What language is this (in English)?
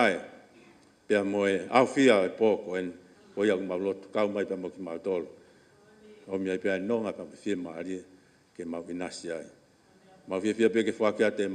Tongan